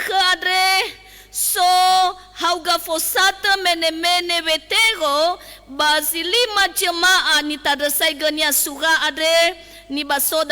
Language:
Nias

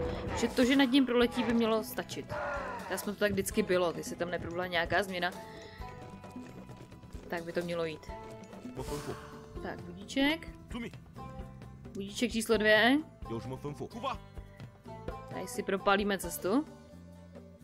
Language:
Czech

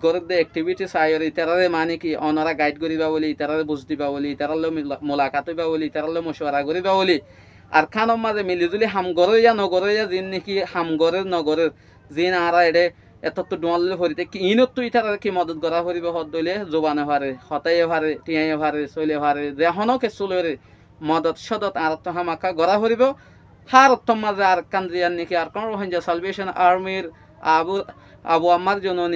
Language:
Rohingya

